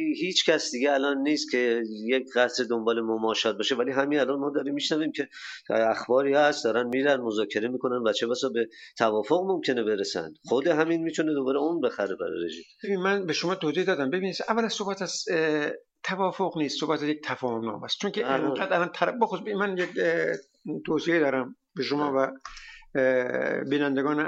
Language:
Persian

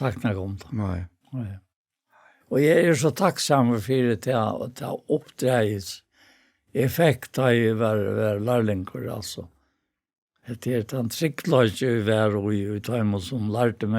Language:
Faroese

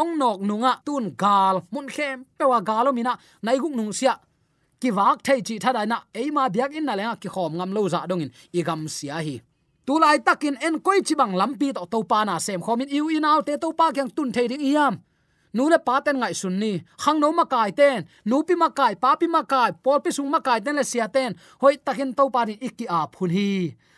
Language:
Tedim Chin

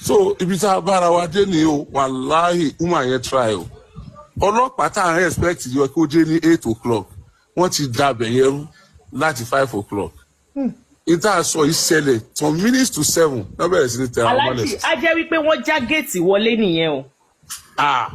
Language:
Yoruba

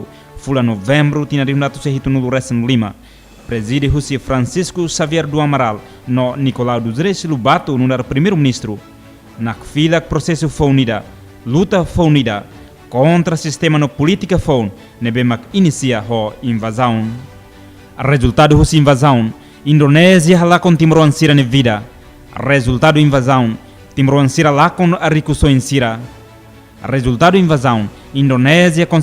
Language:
Tetum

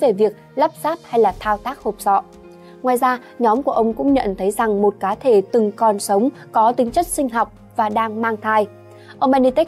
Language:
Vietnamese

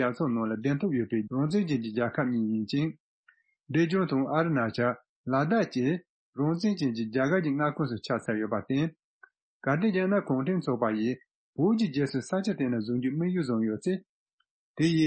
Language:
Tibetan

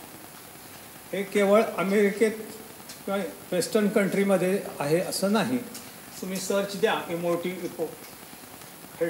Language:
Marathi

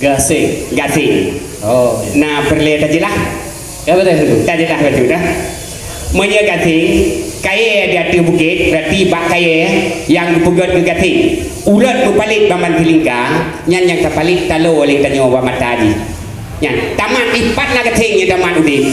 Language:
Achinese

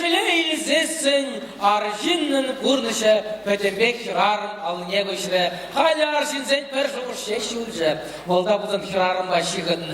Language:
Chuvash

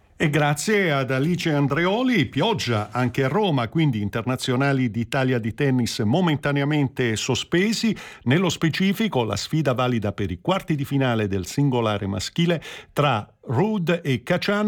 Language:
Italian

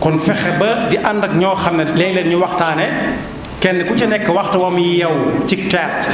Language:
Wolof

